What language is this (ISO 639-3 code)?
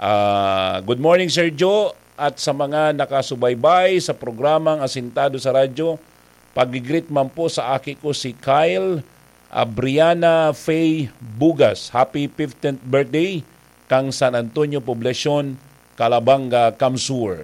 bik